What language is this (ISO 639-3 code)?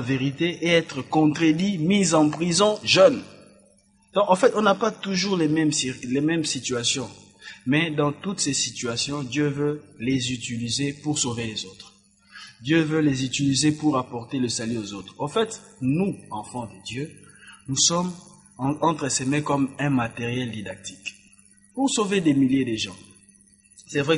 fra